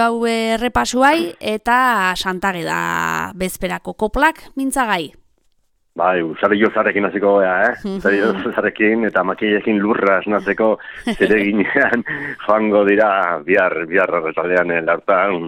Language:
Basque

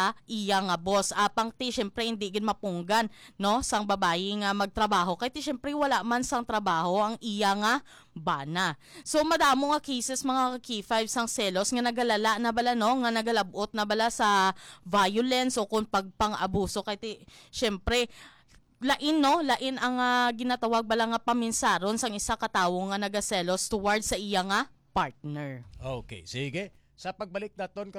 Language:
Hiligaynon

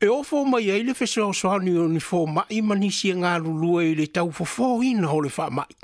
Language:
Samoan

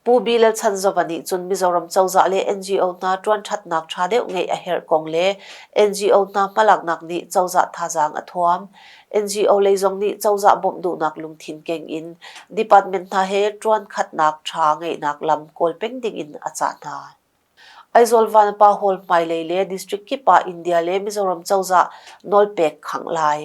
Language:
Hakha Chin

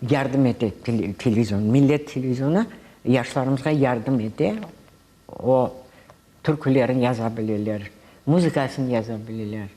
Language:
Crimean Tatar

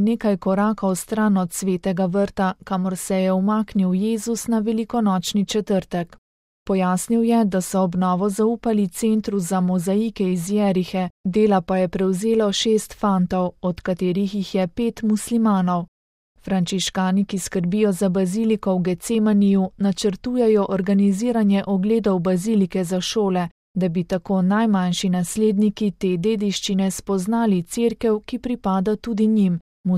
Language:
Slovenian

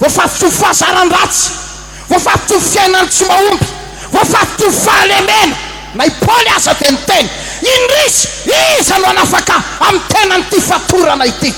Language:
Malagasy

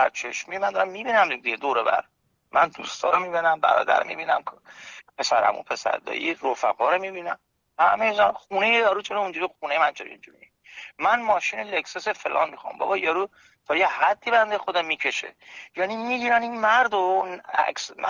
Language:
Persian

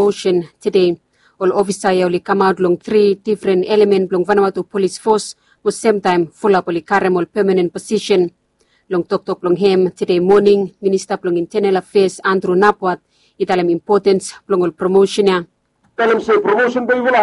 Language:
Bislama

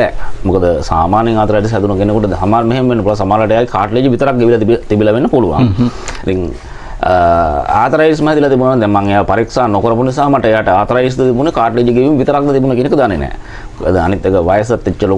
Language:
Sinhala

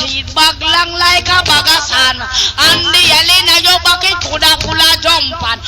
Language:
Jamaican Creole English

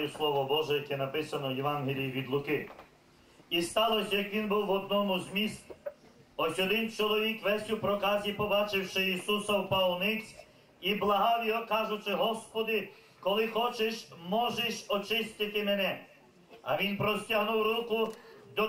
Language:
Ukrainian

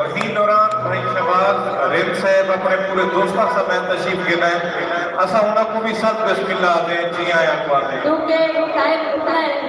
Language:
Saraiki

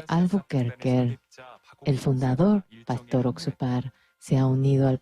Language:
Aymara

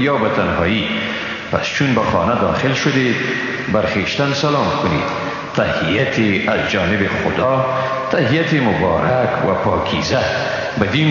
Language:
Tajik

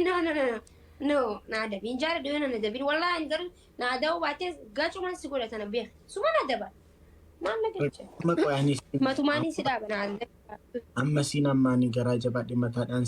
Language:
Oromo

